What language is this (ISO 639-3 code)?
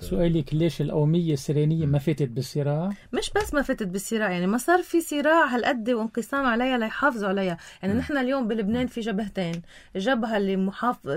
apc